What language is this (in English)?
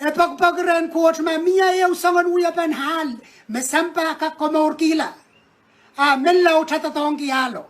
Pohnpeian